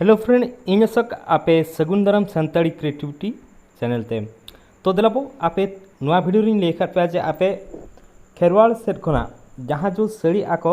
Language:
Santali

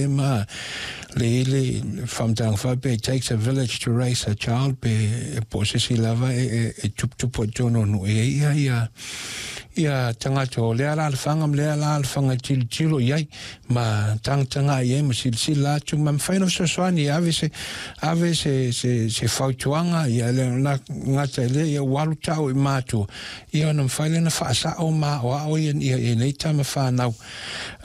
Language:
Samoan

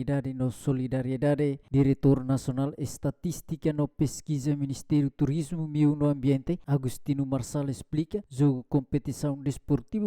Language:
Tetum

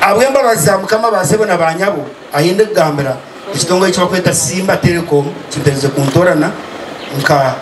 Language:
Nyankole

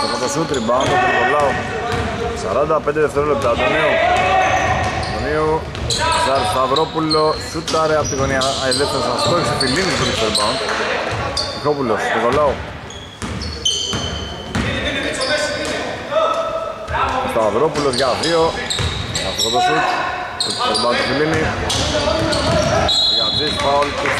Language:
Greek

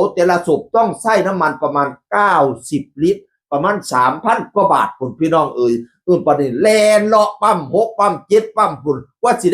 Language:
Northeastern Thai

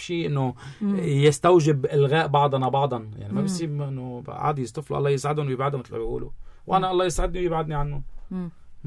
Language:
North Levantine Arabic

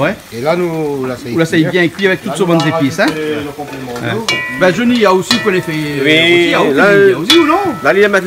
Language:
Réunion Creole French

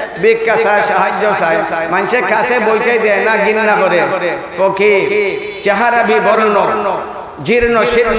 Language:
Sylheti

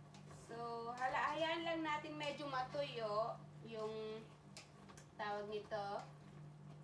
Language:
Filipino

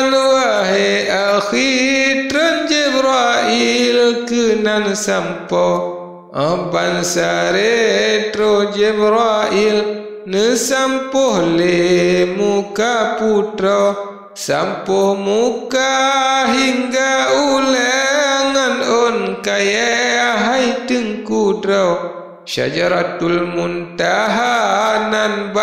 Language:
Achinese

